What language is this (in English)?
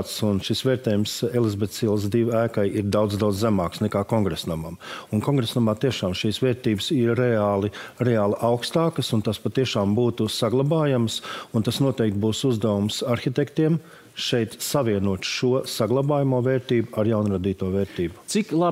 Latvian